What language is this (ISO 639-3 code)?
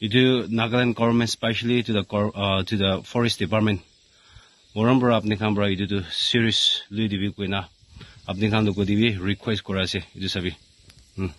nag